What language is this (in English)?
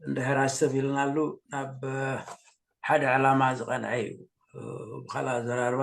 Tigrinya